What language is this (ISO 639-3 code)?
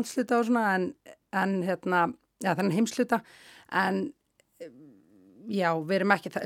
isl